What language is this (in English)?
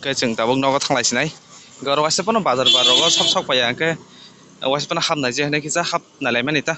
Kok Borok